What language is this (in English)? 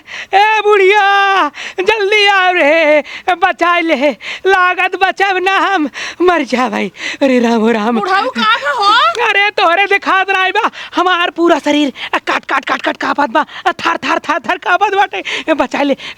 Awadhi